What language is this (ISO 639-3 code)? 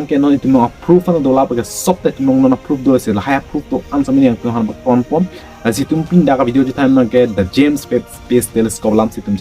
mjw